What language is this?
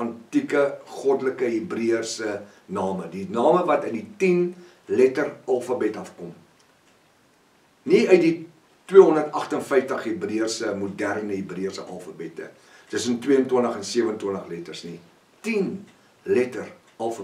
Afrikaans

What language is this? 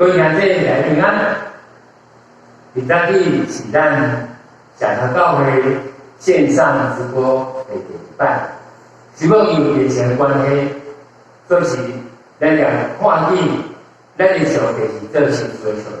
Min Nan Chinese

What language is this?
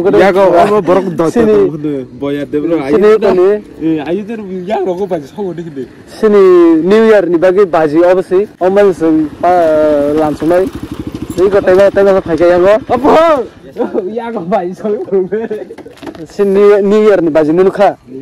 Kok Borok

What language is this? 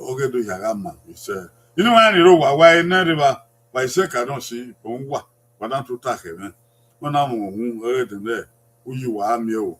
Bini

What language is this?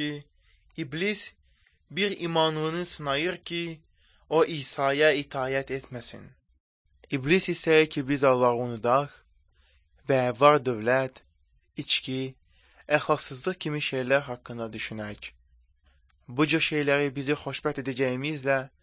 Azerbaijani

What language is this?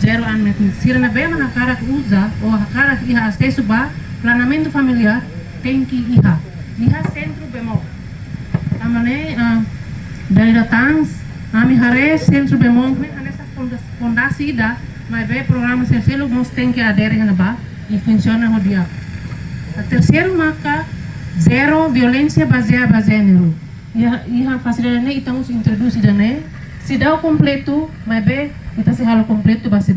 Tetum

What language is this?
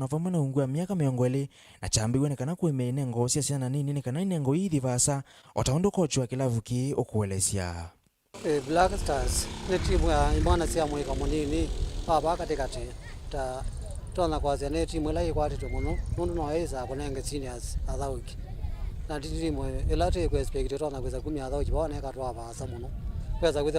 Kamba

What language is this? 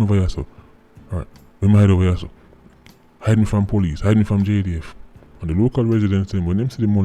Jamaican Creole English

